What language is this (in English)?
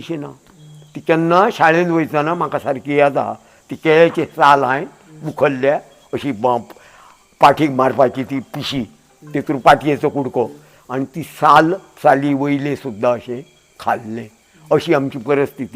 Konkani